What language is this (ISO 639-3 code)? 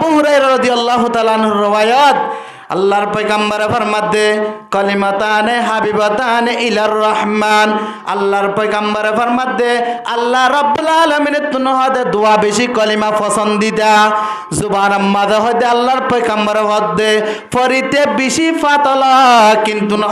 rhg